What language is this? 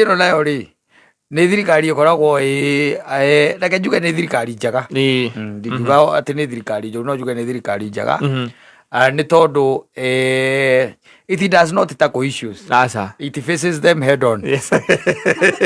Kikuyu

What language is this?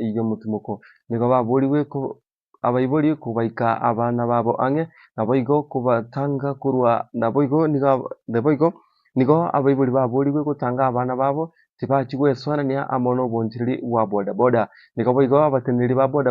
Gusii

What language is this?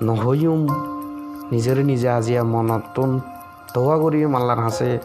Rohingya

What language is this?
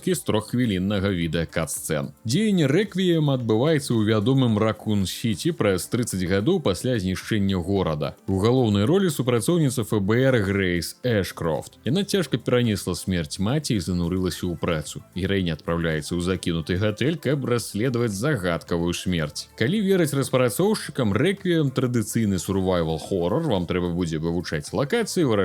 Belarusian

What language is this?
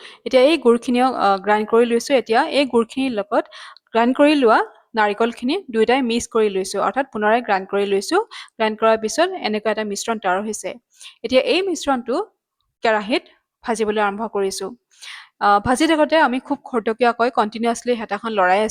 Assamese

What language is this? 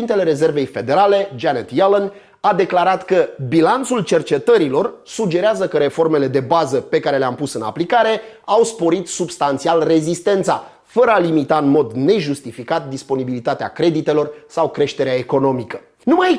Romanian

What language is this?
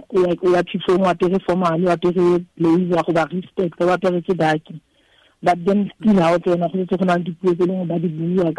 Tswana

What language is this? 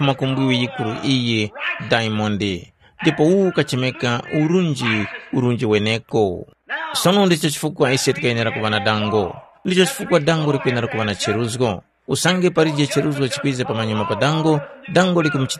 Tumbuka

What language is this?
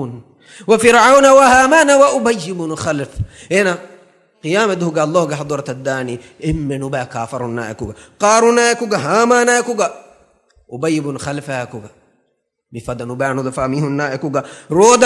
Divehi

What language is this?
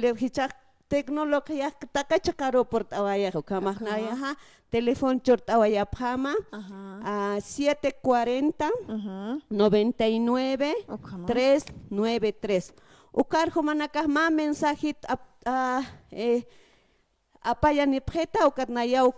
Aymara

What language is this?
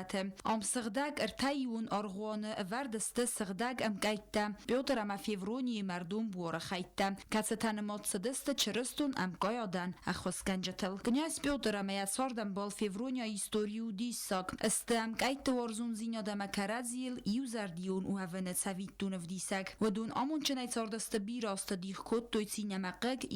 Ossetic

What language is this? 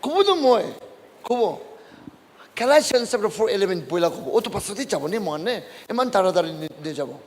Naga Pidgin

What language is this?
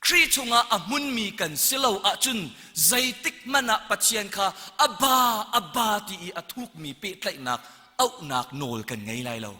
Hakha Chin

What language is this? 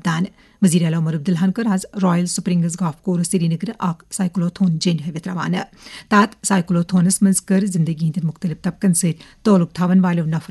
Kashmiri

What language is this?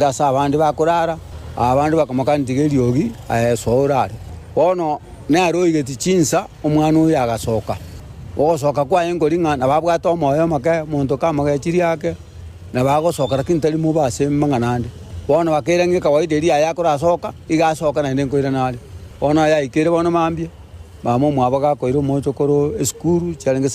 Gusii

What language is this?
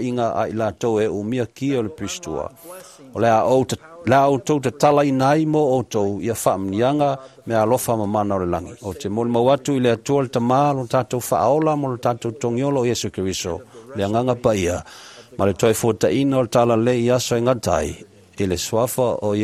Samoan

